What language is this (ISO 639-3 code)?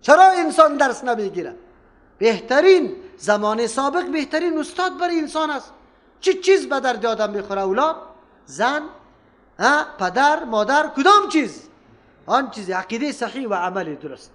fas